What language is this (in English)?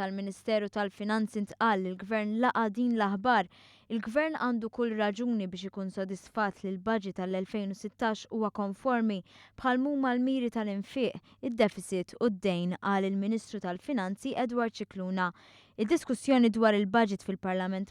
Maltese